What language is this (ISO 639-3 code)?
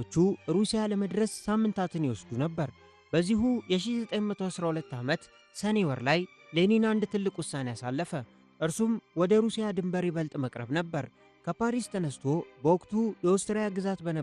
amh